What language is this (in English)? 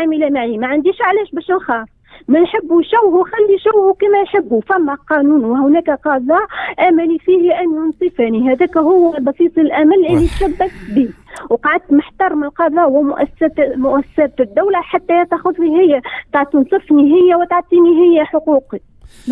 Tunisian Arabic